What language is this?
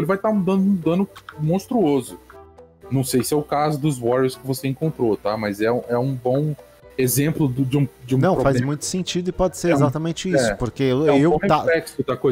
Portuguese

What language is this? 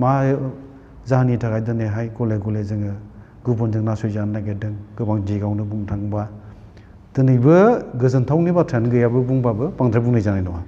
Bodo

